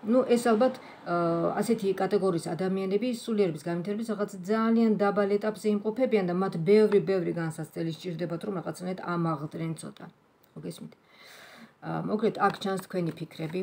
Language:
Georgian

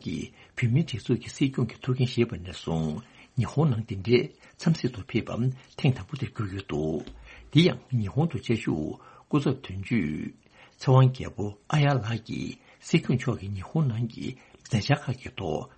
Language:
Tibetan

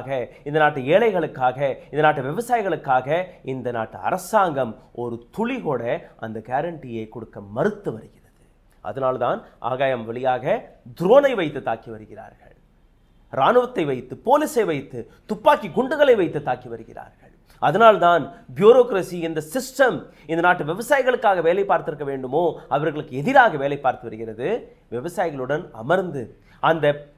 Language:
Tamil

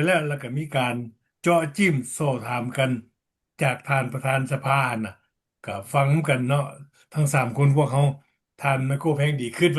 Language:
Lao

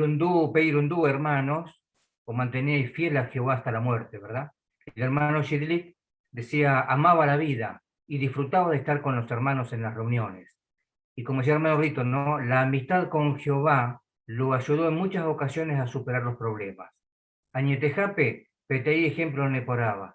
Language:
Guarani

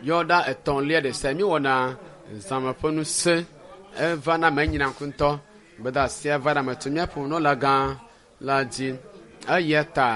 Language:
Ewe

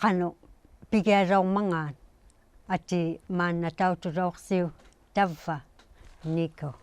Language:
Inuktitut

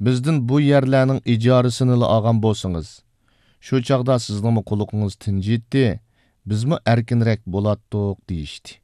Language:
Uyghur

